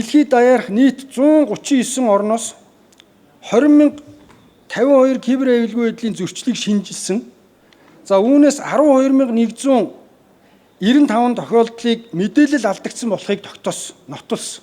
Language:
Mongolian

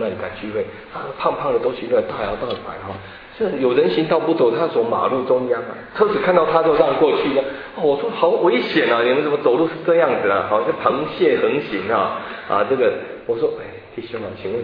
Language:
Chinese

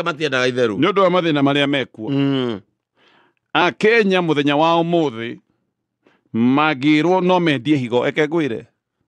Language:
Kikuyu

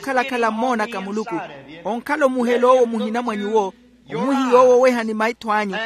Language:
Makhuwa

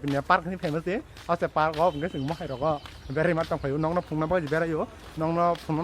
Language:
Kok Borok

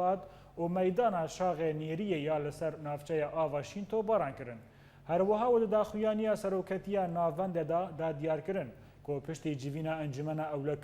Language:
Kurdish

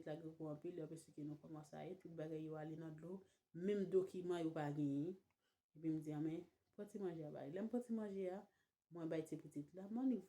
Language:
Haitian Creole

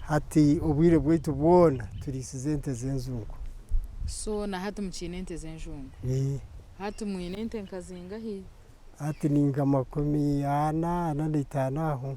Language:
Nyankole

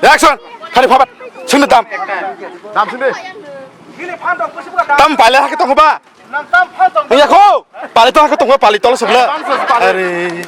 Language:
Kok Borok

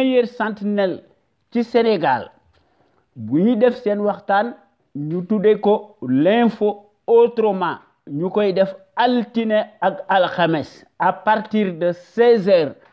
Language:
Wolof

